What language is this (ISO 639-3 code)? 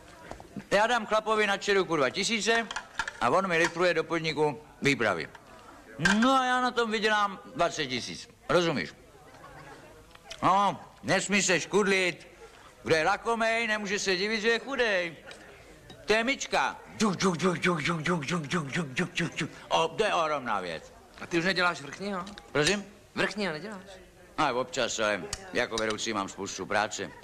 ces